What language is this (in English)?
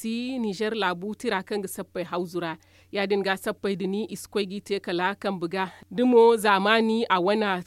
Zarma